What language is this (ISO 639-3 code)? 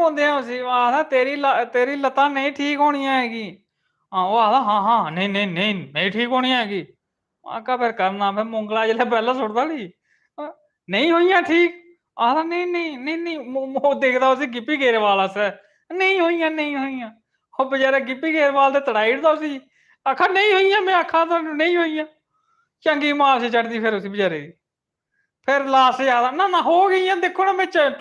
doi